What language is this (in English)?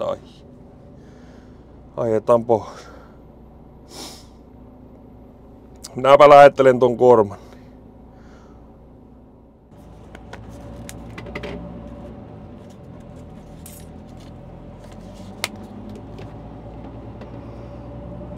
Finnish